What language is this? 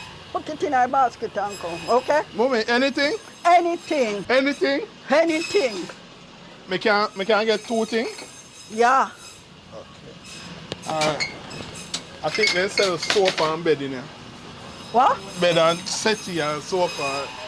Jamaican Creole English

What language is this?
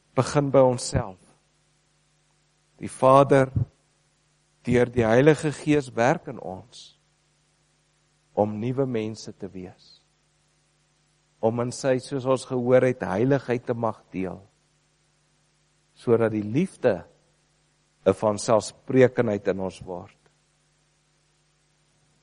Afrikaans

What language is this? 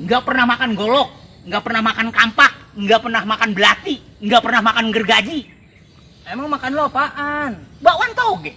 Betawi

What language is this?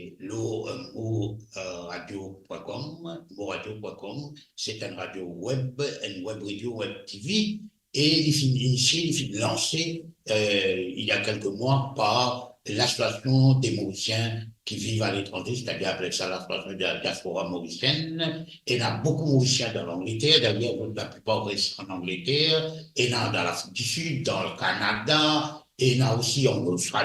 Morisyen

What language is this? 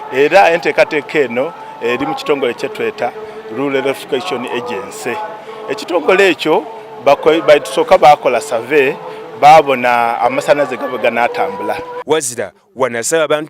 Soga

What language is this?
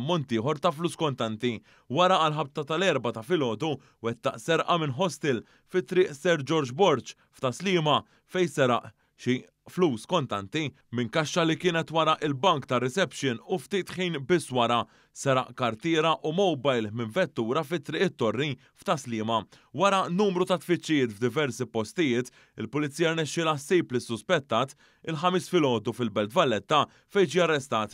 Maltese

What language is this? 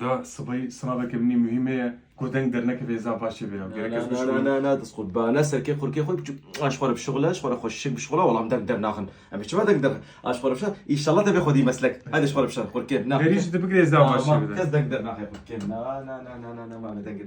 Kurdish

